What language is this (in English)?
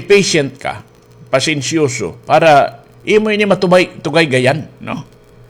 Waray